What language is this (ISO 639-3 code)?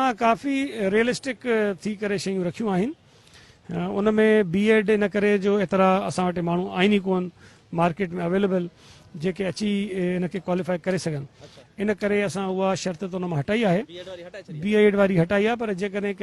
snd